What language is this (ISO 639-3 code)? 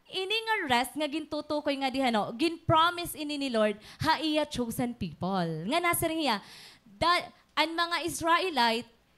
war